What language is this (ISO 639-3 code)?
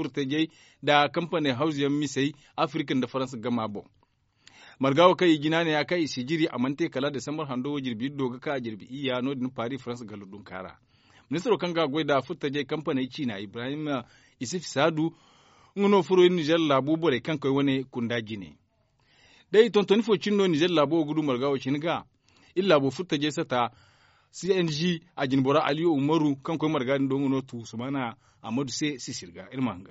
dje